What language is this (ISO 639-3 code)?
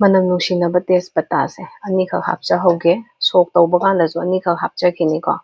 mni